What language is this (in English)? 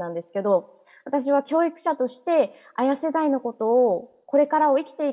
Japanese